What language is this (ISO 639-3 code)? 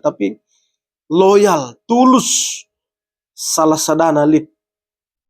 btx